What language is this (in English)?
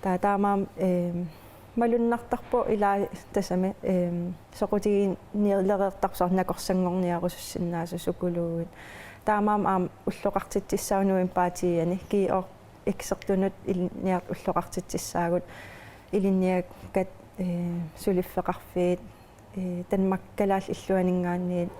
Kalaallisut